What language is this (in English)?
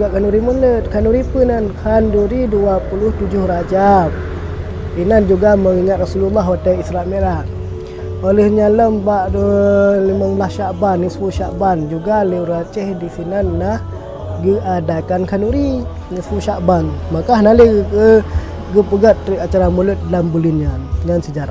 Achinese